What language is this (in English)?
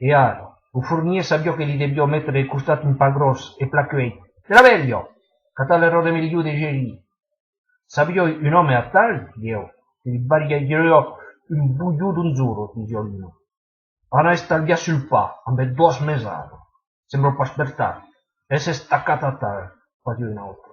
Occitan